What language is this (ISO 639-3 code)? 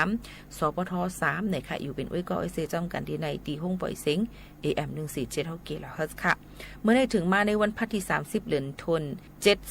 shn